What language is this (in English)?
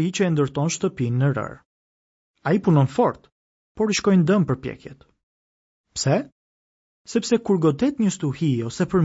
Albanian